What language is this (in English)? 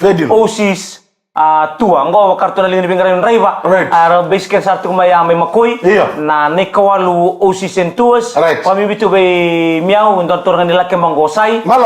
Fijian